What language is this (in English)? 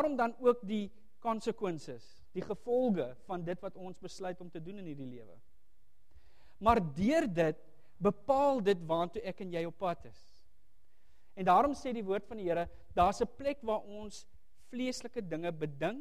Afrikaans